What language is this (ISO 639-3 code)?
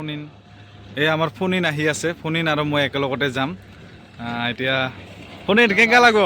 asm